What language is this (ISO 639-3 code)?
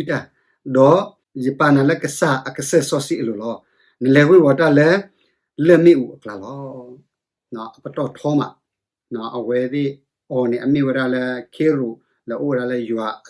ksw